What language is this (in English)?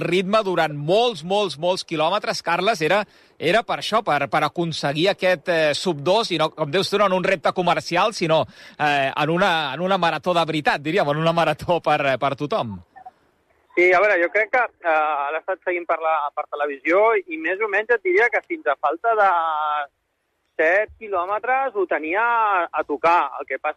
Catalan